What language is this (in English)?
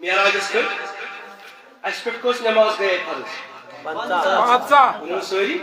Kashmiri